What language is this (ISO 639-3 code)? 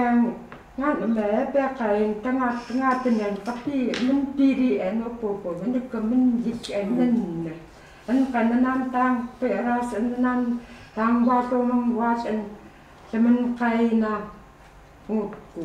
ckt